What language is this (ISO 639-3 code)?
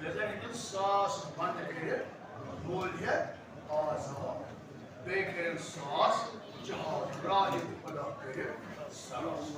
kas